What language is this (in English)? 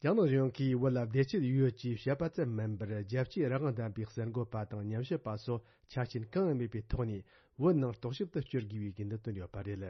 Tibetan